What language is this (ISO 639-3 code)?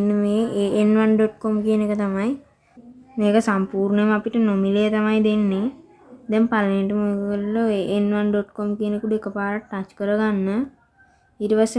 sin